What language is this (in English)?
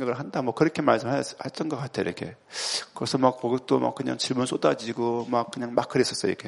Korean